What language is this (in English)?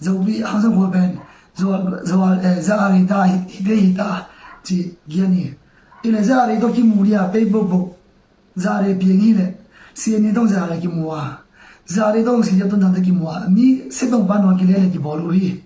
Tedim Chin